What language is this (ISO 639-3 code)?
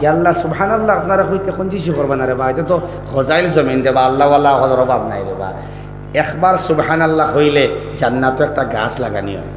syl